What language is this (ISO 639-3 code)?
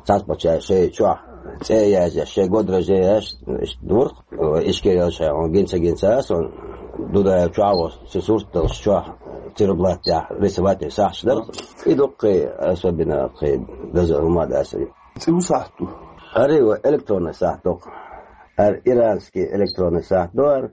che